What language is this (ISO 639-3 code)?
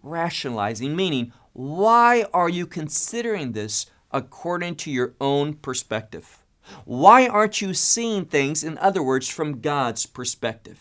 eng